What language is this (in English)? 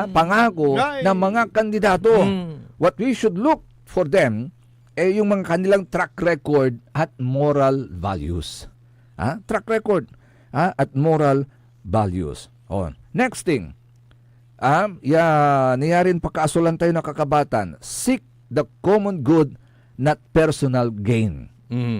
Pangasinan